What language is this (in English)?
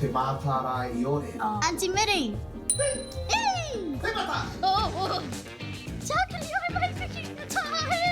Māori